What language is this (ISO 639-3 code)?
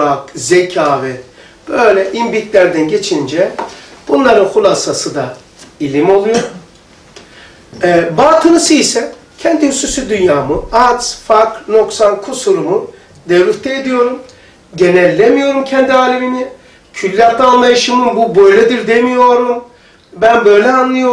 tur